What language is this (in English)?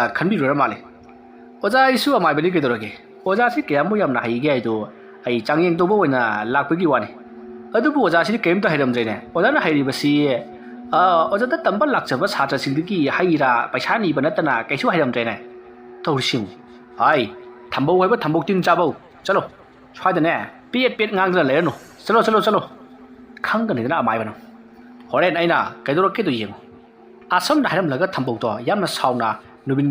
Manipuri